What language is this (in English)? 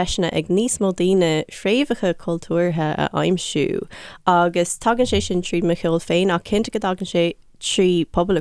Irish